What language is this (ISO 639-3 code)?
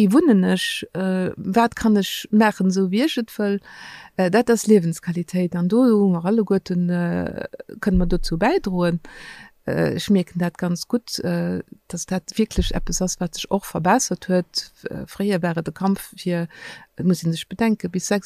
ltz